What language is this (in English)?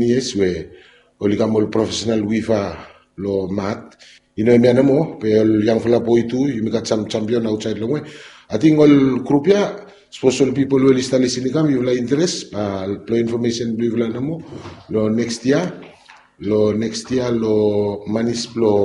Bislama